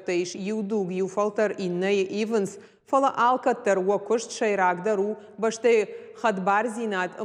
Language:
Ossetic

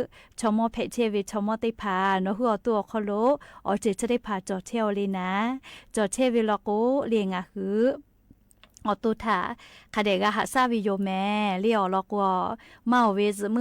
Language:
Lahu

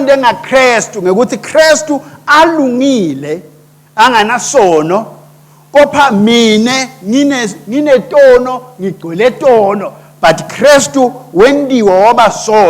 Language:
Swati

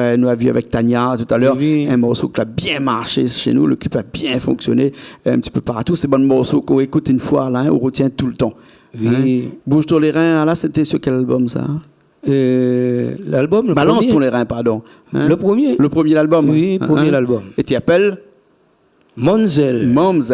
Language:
Réunion Creole French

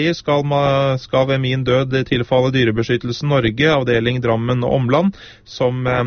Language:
Norwegian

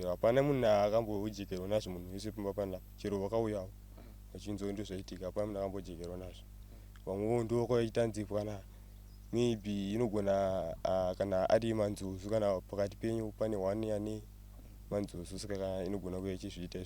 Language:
Shona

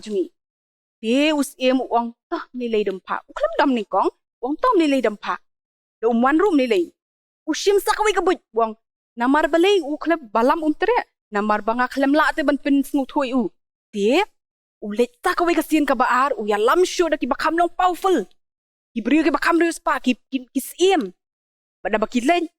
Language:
Khasi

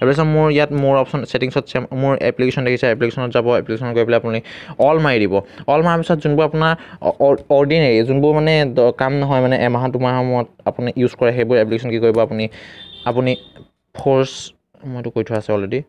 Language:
Assamese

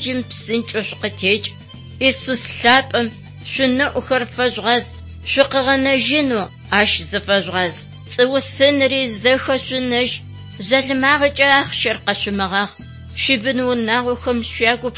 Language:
Adyghe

